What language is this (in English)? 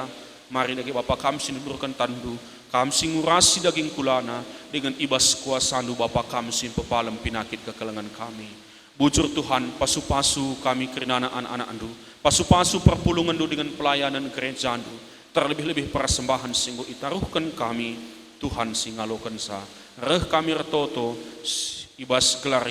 Batak Karo